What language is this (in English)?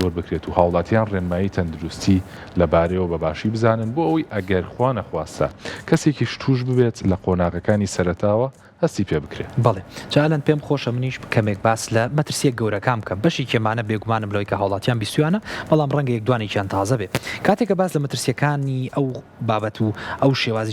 Central Kurdish